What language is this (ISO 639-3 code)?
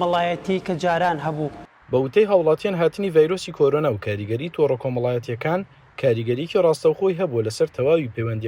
ckb